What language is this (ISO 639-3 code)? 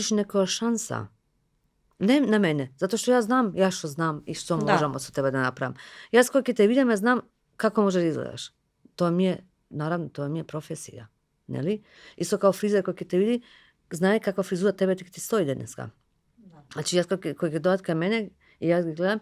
mkd